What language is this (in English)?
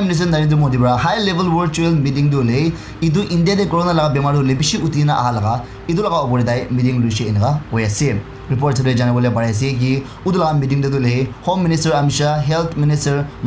Naga Pidgin